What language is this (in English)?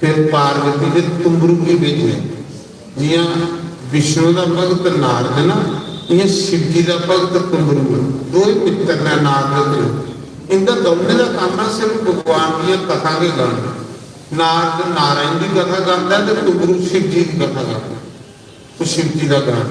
Dogri